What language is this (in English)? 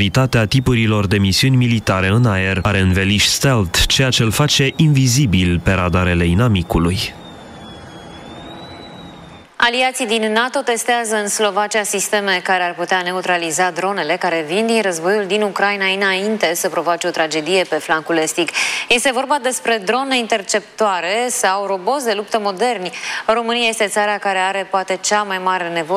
Romanian